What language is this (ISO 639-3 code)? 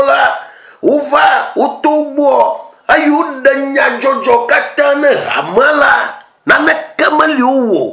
ewe